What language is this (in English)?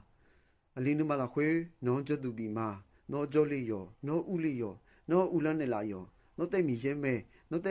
Akha